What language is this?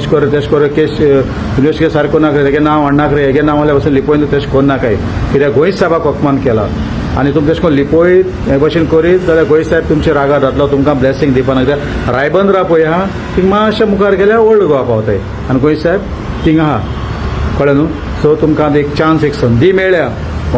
Konkani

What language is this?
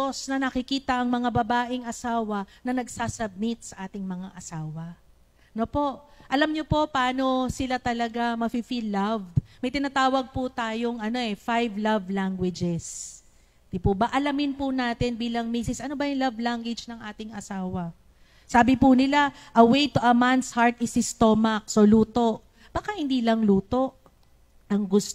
Filipino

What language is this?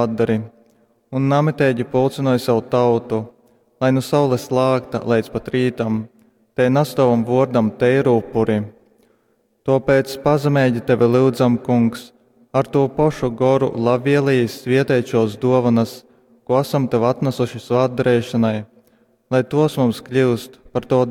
Latgalian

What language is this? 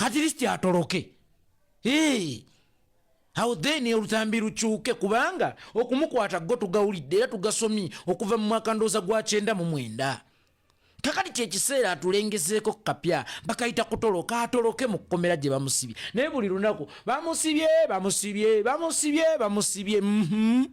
Ganda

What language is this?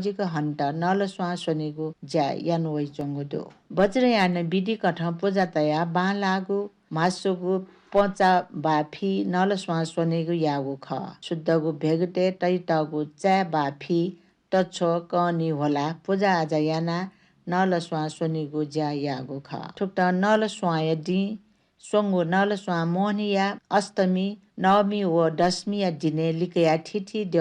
Newari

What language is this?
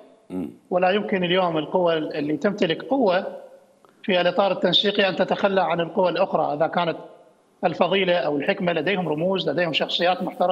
Mesopotamian Arabic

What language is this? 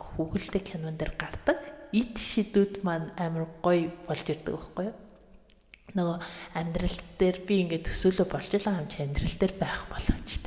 Mongolian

